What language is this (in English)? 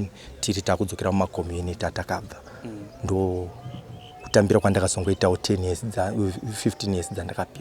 Shona